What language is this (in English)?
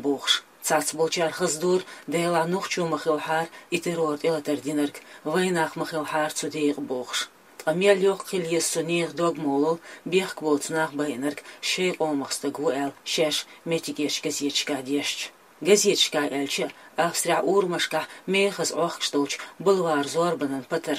Chechen